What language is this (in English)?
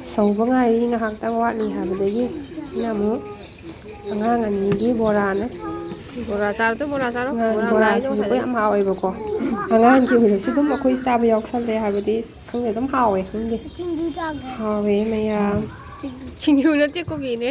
Manipuri